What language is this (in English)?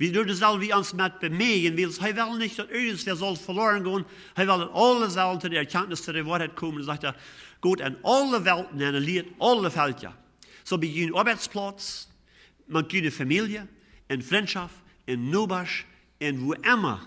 Plautdietsch